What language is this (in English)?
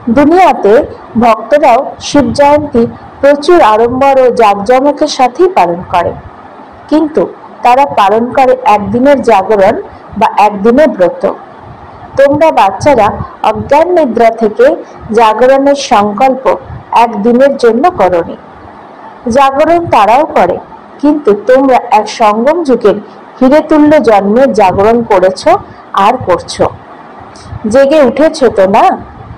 Bangla